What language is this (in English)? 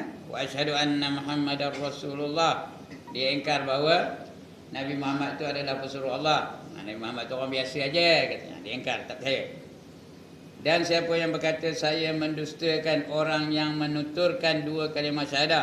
Malay